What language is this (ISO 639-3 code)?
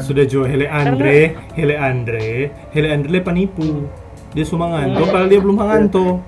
xmm